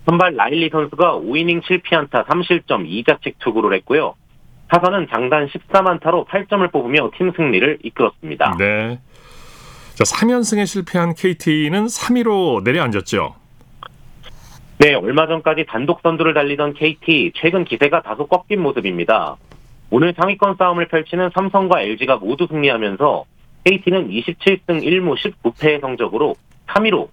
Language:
Korean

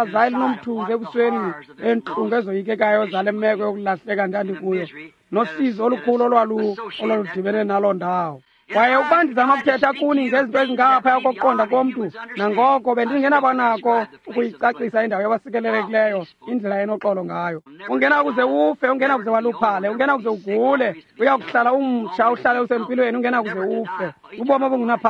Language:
Xhosa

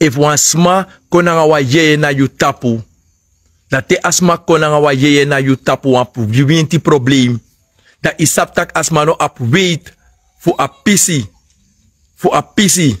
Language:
Sranan Tongo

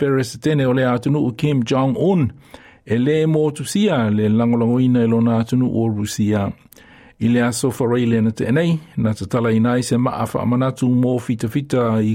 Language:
Samoan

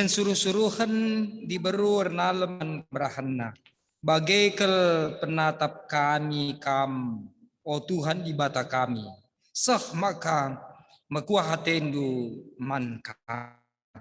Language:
Batak Karo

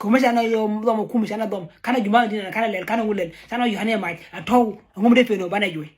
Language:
Nuer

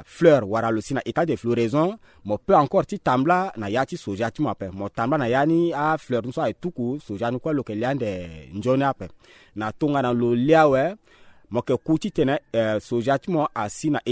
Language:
Sango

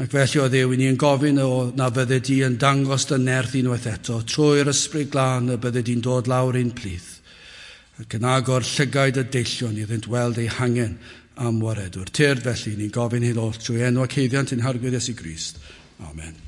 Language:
Welsh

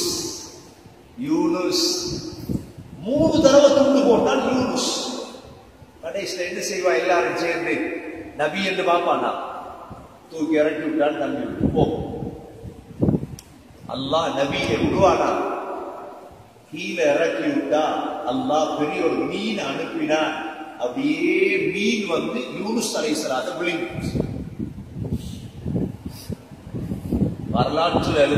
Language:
Tamil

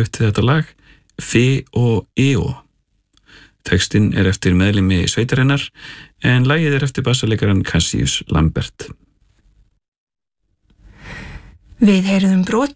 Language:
Icelandic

